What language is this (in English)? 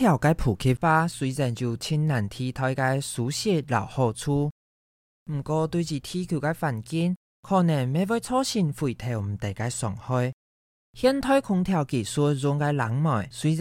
Hakka Chinese